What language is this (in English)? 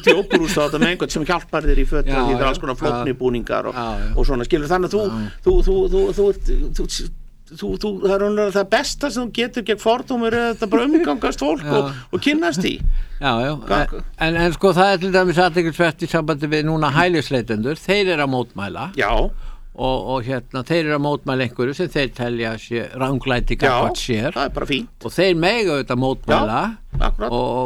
Icelandic